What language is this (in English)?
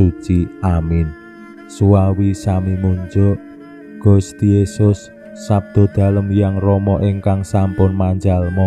Javanese